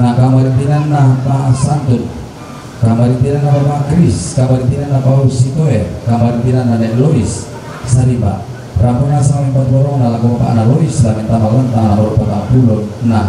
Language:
Toraja-Sa'dan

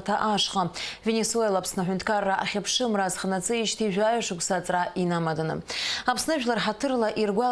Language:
Abkhazian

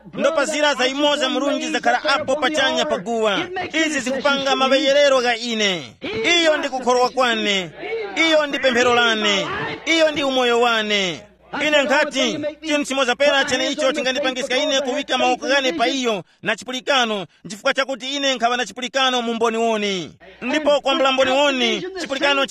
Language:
Tumbuka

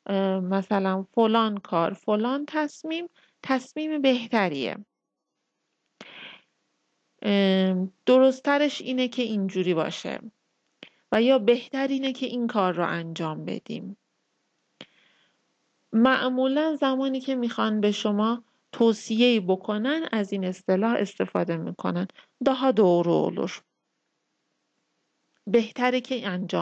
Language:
Persian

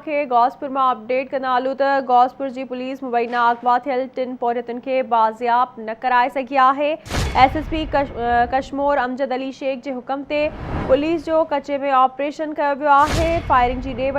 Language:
Sindhi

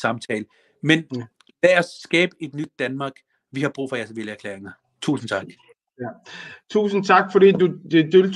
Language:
Danish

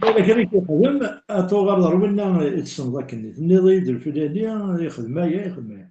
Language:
Kabyle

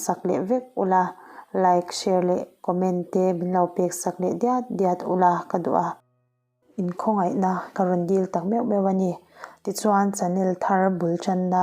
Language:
Mizo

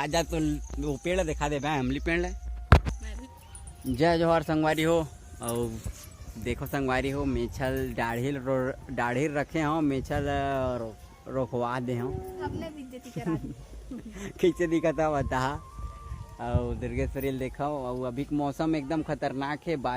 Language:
Chhattisgarhi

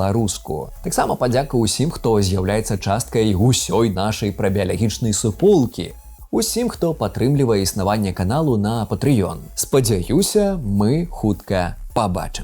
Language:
Belarusian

